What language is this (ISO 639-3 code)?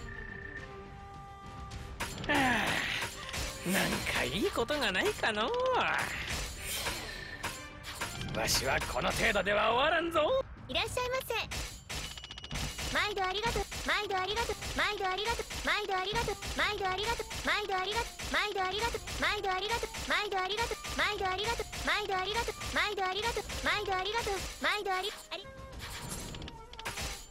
jpn